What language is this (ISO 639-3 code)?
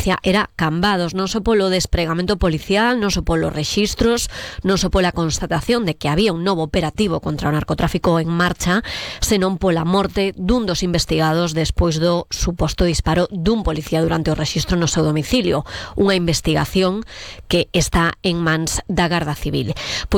glg